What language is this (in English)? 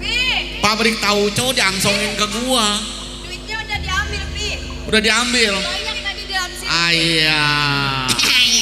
Betawi